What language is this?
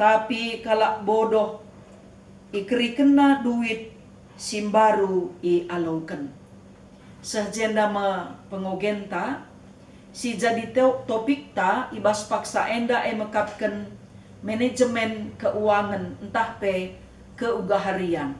Batak Karo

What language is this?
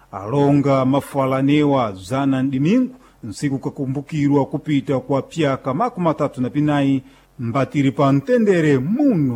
Sena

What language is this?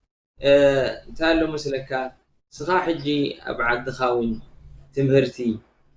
Tigrinya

